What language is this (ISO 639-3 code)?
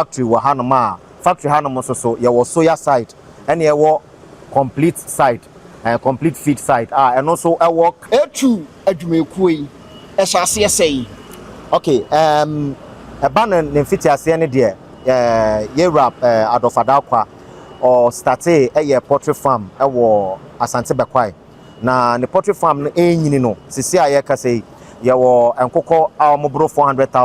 aka